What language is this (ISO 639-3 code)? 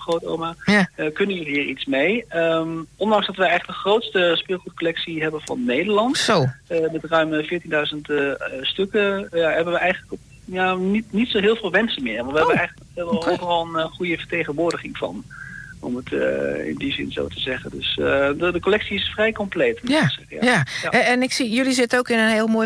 nld